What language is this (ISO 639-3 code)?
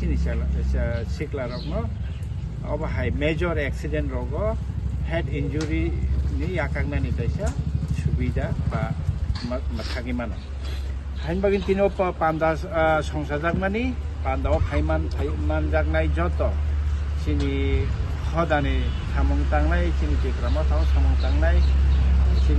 trp